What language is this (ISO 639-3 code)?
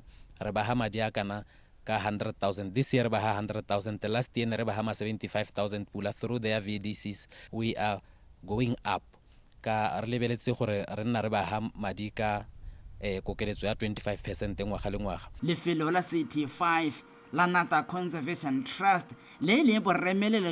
tsn